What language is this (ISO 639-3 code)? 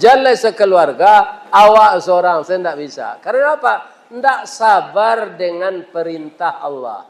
min